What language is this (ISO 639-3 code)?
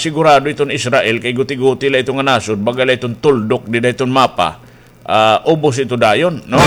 war